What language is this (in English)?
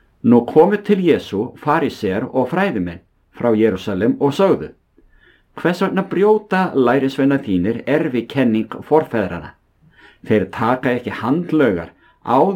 Icelandic